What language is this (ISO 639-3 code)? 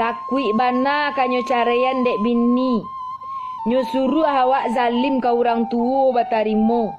min